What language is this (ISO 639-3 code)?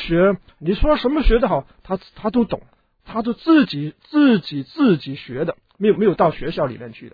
zho